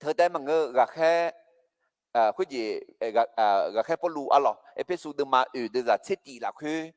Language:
Akha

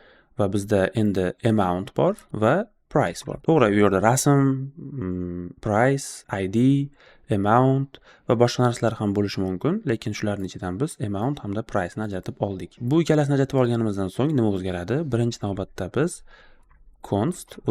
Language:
Uzbek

